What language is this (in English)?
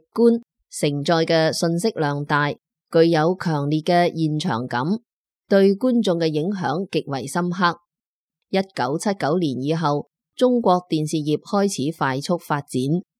Cantonese